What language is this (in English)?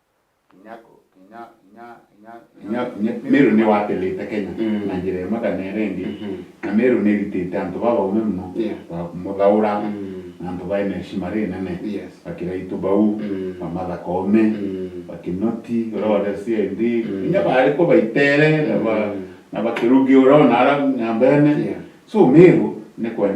Meru